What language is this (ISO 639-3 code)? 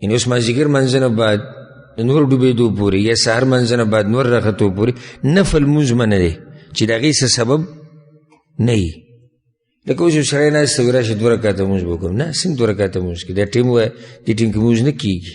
pus